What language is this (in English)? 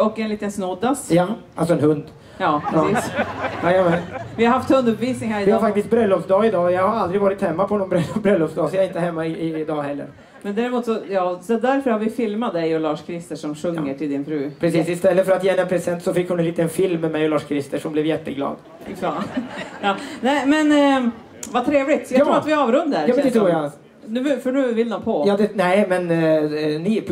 Swedish